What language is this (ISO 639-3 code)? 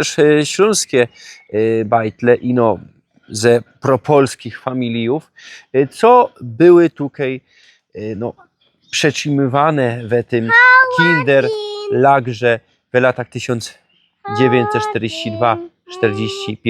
szl